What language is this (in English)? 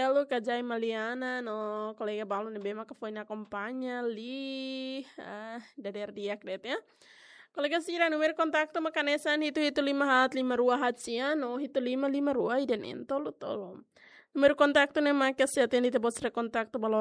Tetum